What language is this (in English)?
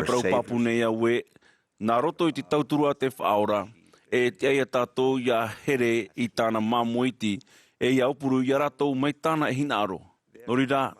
Tahitian